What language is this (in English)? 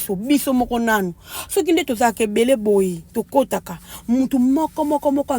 Lingala